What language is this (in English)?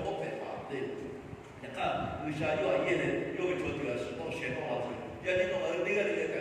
Lahu